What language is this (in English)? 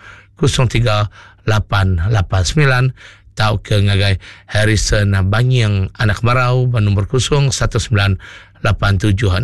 Iban